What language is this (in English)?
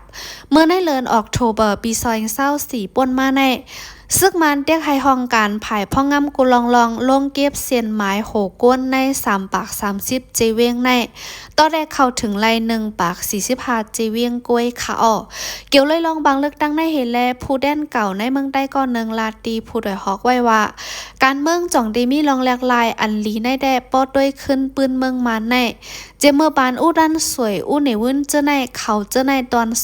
Shan